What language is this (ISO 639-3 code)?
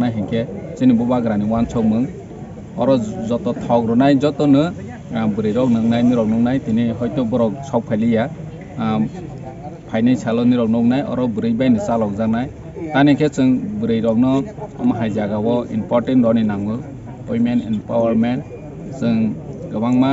trp